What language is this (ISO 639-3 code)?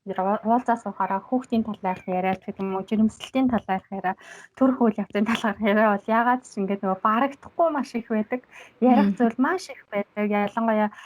mon